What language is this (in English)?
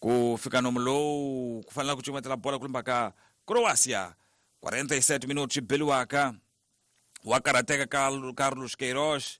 Tsonga